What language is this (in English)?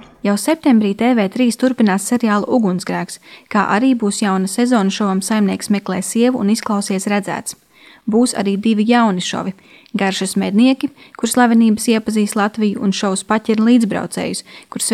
Latvian